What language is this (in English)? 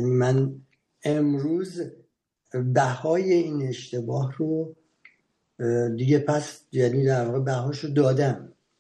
Persian